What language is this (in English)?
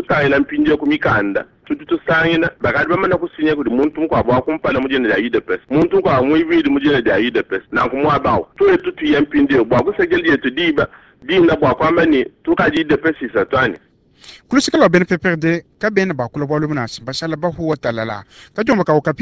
Luba-Lulua